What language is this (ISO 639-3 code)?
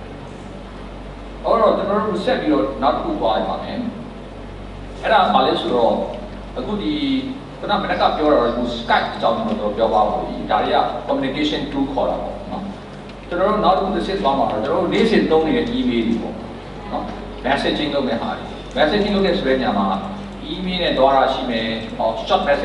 mya